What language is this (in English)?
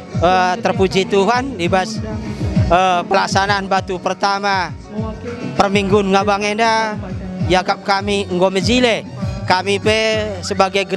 Batak Karo